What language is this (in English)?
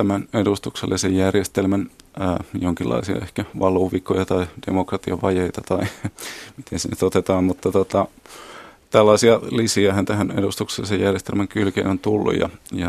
Finnish